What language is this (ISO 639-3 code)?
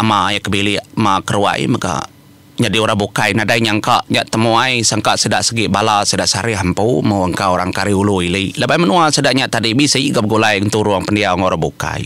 iba